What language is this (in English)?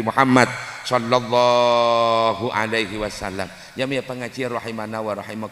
Madurese